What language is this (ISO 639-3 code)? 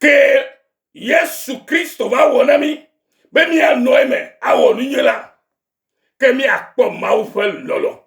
ewe